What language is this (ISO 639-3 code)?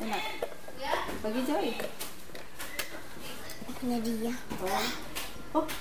ind